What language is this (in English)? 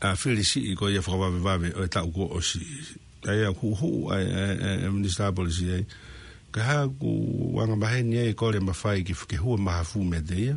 Tongan